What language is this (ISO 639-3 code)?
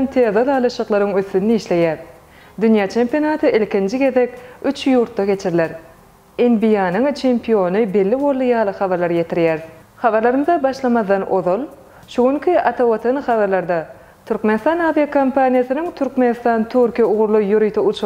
tuk